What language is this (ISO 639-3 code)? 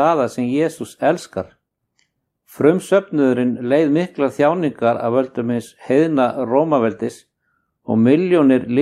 isl